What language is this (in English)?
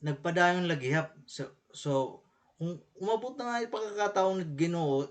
Waray